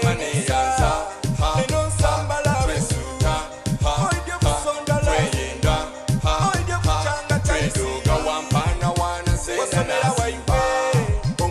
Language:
Soga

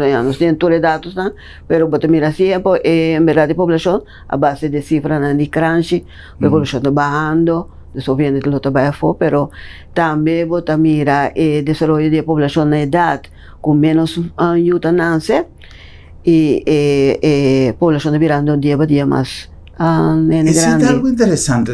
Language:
Papiamento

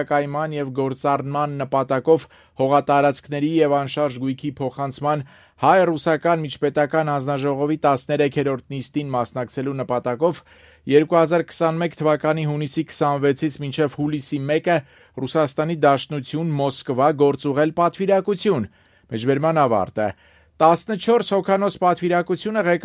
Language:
Armenian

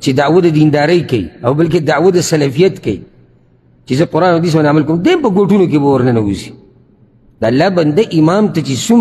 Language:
Pashto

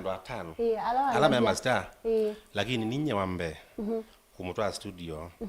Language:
Kamba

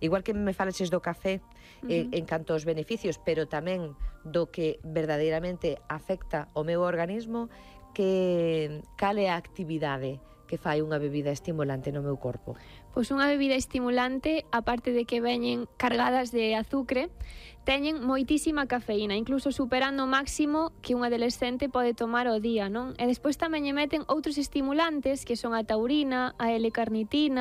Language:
Galician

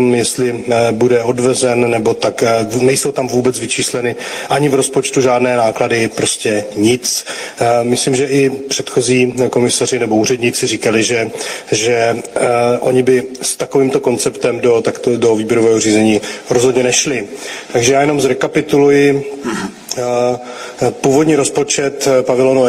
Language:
Czech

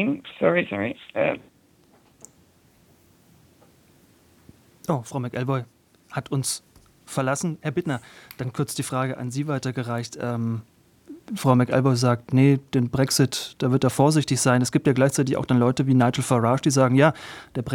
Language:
German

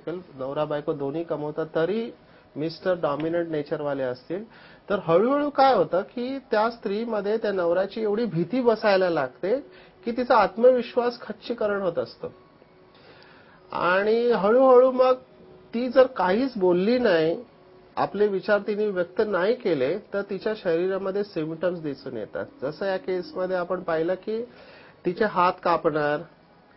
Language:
Marathi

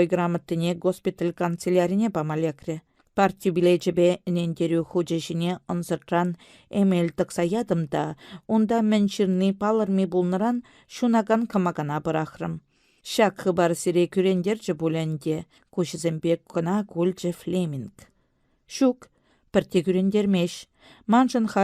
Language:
Chuvash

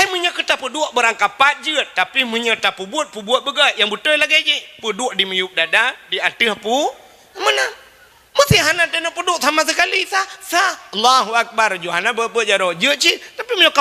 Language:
Achinese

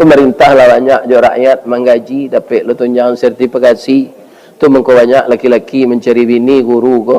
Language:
Minangkabau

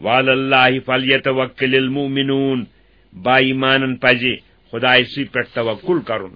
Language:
Kashmiri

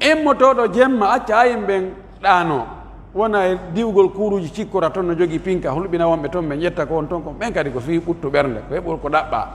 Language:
Pular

